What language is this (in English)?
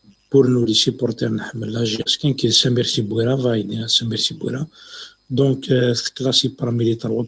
Kabyle